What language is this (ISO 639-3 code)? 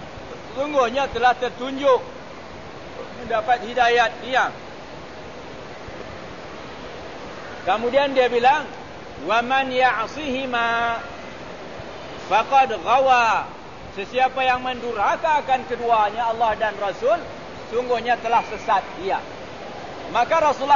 msa